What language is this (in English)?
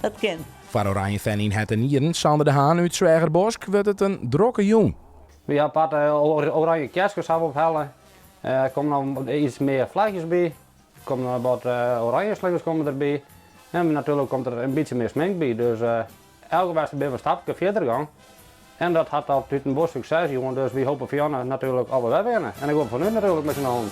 Western Frisian